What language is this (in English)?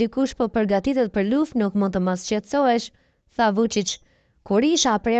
Albanian